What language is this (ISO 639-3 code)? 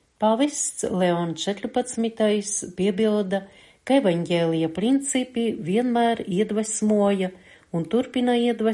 lav